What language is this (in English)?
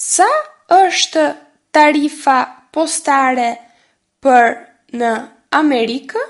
Albanian